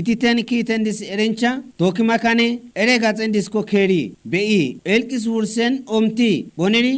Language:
Kafa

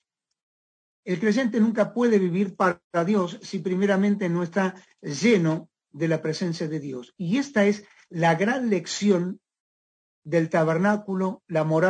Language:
Spanish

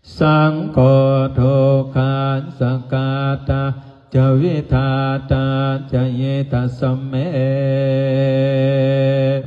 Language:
Pali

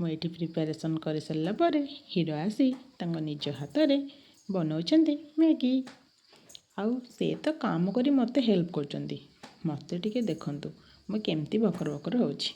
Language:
Odia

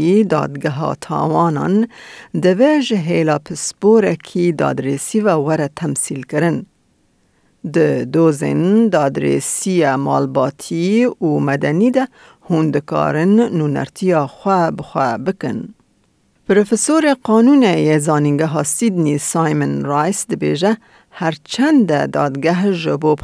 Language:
Kurdish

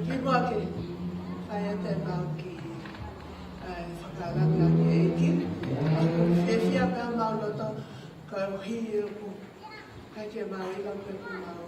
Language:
Tongan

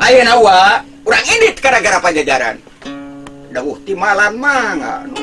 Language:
Sundanese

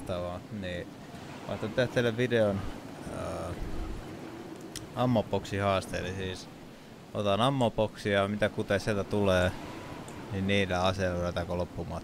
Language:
Finnish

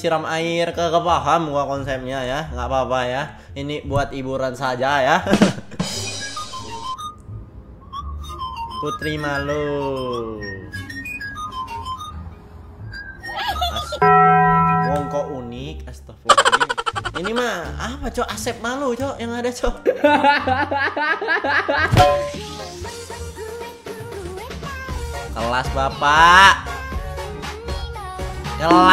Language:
Indonesian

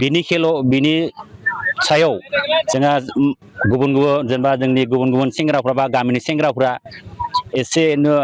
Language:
Bodo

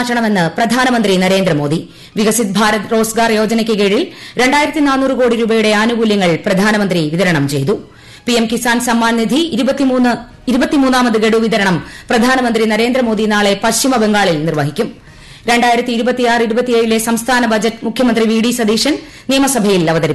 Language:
Malayalam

